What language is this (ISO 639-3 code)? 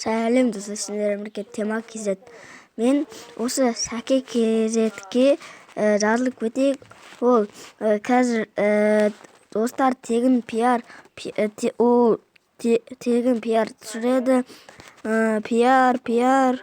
kaz